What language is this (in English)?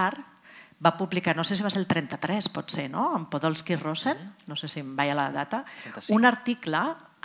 Catalan